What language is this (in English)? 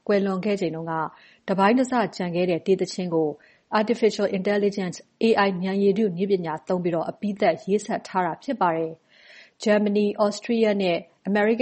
Burmese